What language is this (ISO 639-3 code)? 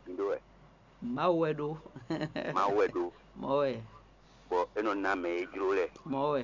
fon